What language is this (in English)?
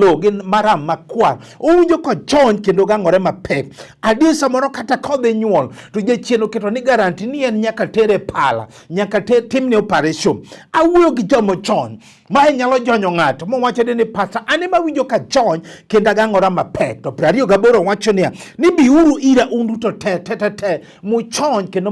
Luo (Kenya and Tanzania)